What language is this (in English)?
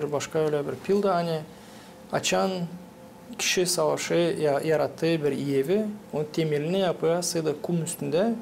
Gagauz